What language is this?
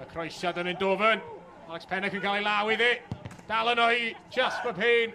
Welsh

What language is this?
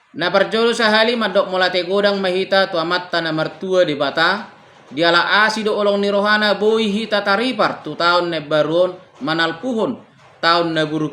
Batak Toba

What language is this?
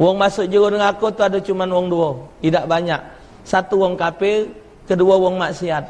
Musi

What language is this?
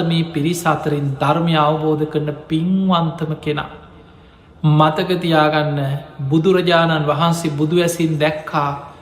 Sinhala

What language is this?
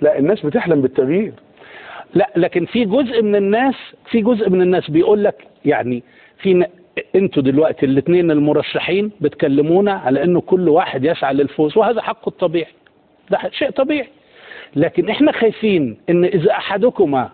Egyptian Arabic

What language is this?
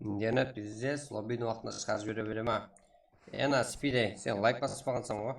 Kara-Kalpak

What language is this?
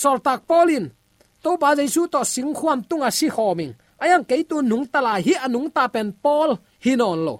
Tedim Chin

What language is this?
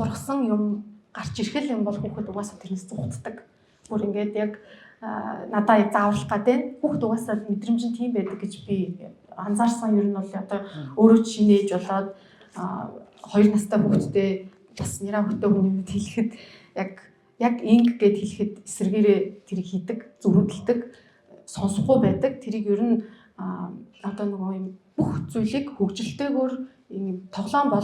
Mongolian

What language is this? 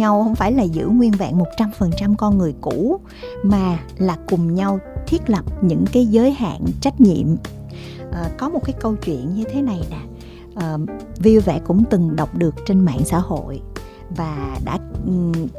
Vietnamese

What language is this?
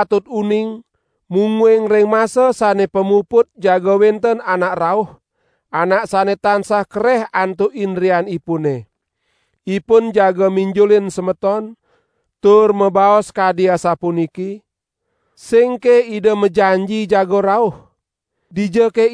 Balinese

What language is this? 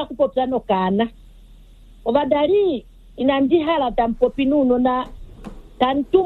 Kuanyama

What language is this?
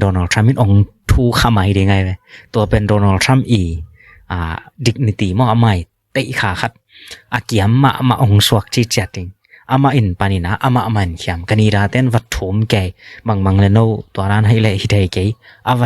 Tedim Chin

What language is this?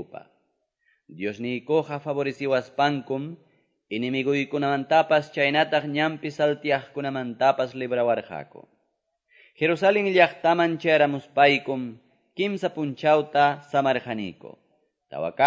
Quechua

